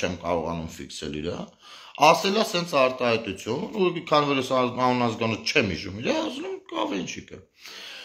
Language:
Armenian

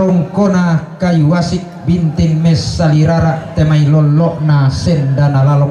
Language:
Toraja-Sa'dan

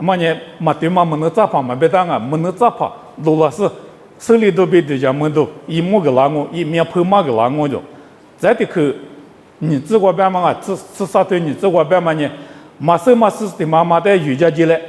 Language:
Lisu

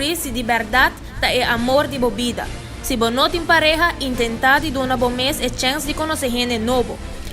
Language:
Papiamento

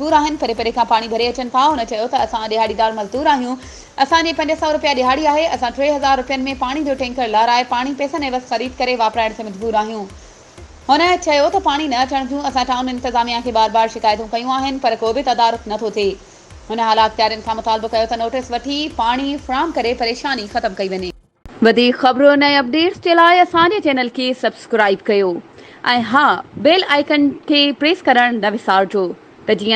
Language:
Sindhi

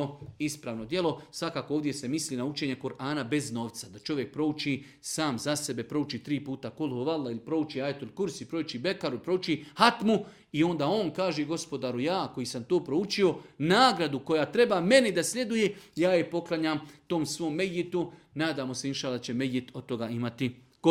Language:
Serbian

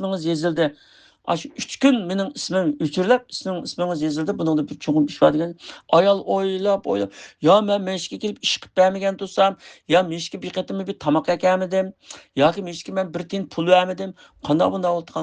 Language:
Uyghur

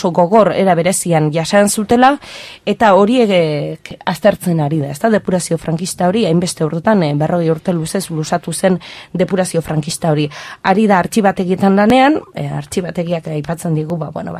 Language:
Basque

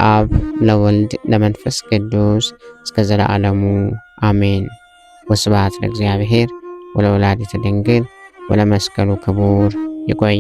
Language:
Amharic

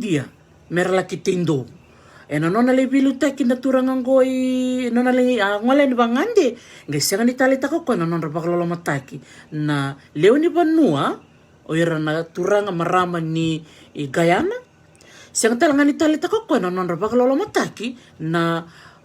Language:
Fijian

